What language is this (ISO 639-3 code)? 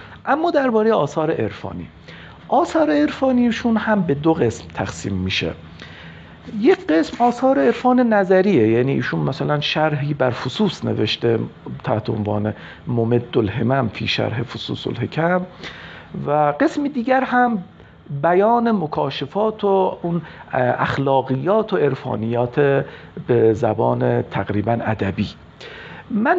fas